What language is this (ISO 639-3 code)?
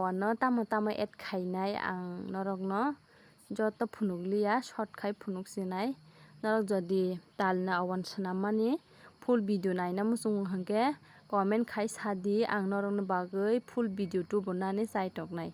trp